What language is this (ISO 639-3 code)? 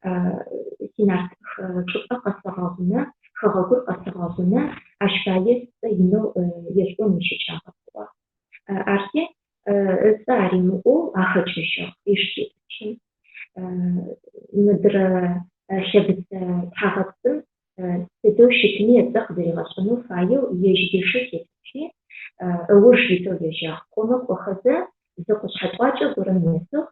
ady